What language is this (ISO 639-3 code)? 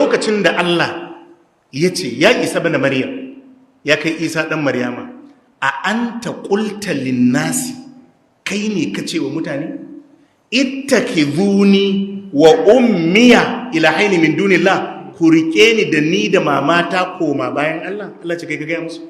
hau